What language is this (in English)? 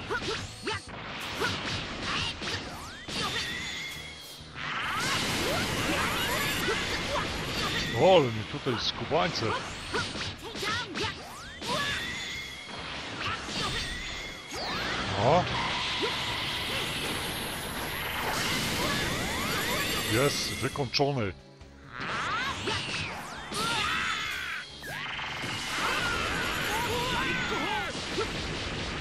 Polish